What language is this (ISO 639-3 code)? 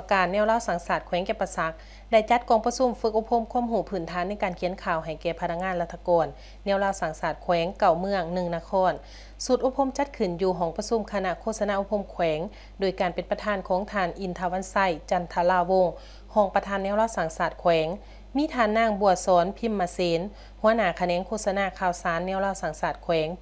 lao